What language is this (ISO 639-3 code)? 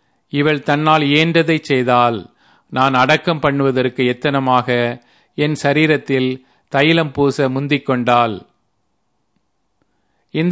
tam